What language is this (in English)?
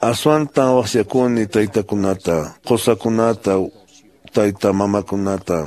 Quechua